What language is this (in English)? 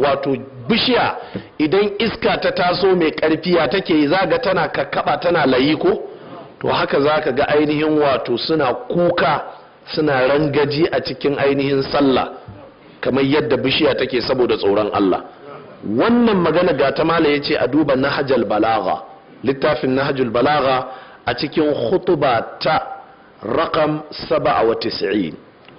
Hausa